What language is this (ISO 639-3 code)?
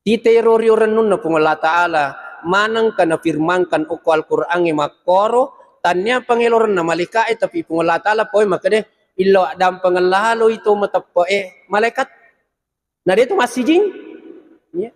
bug